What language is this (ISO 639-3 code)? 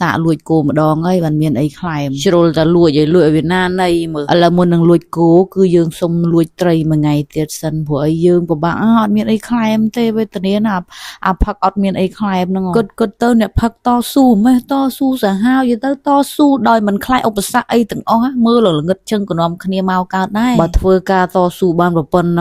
khm